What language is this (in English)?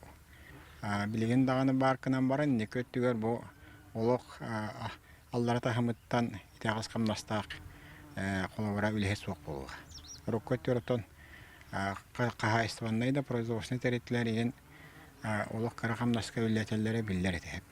Yakut